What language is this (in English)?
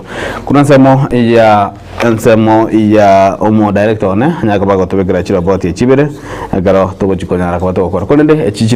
Gusii